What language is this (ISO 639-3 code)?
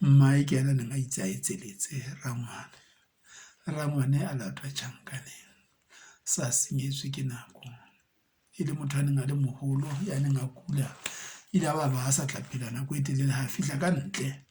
sot